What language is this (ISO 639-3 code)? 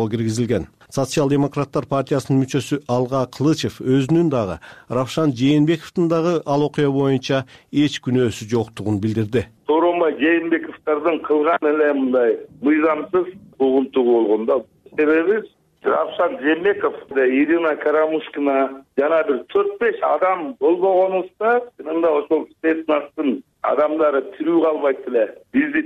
kir